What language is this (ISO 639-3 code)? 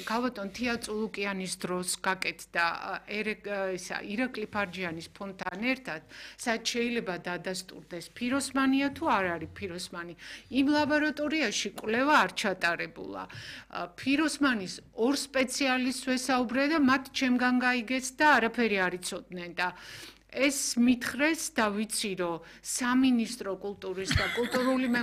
kat